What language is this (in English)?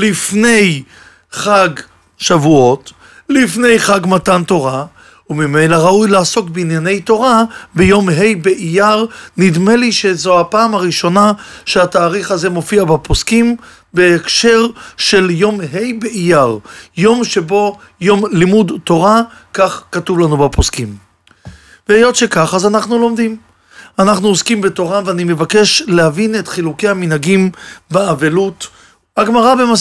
Hebrew